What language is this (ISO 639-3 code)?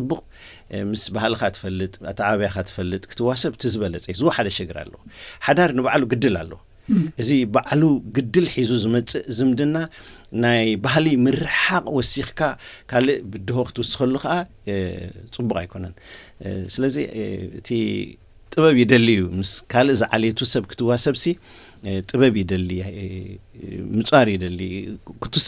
tir